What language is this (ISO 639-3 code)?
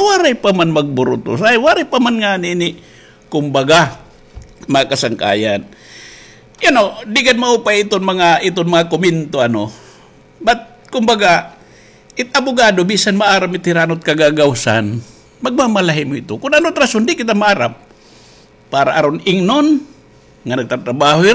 war